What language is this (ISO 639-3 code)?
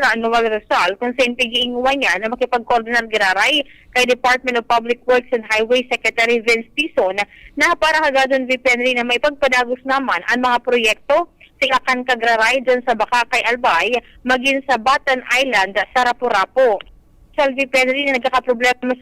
bik